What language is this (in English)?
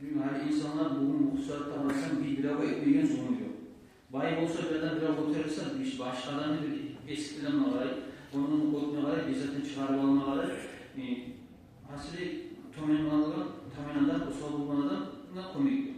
Kumyk